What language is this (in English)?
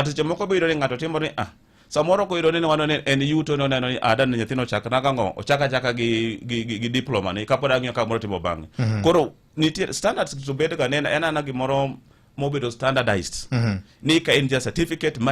Luo (Kenya and Tanzania)